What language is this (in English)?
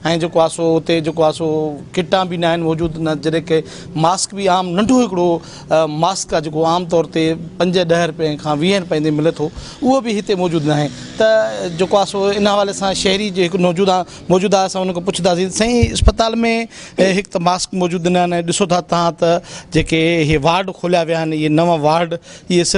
Sindhi